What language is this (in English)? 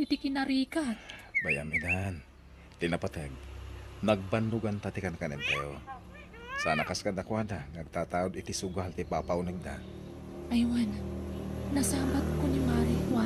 Iloko